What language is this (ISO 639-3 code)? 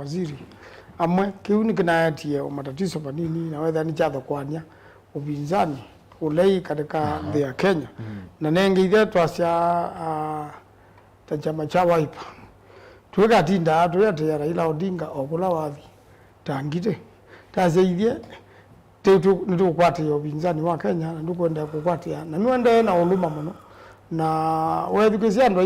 kam